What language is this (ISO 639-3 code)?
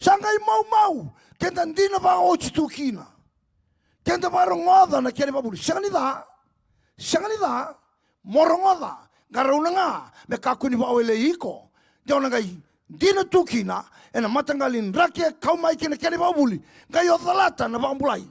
fij